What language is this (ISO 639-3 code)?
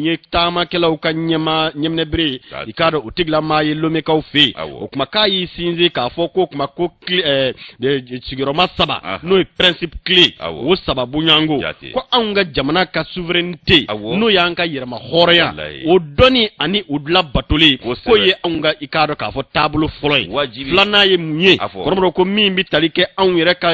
bam